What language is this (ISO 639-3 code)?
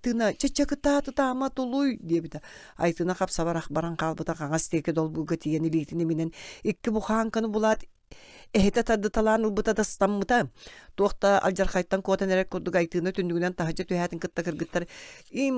sah